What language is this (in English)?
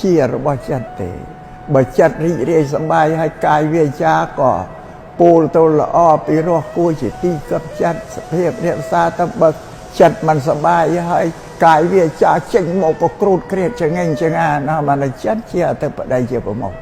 Khmer